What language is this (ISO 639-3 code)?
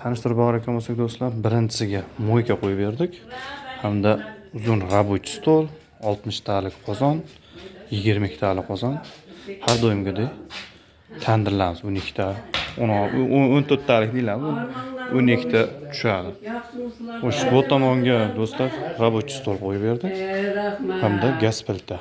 uzb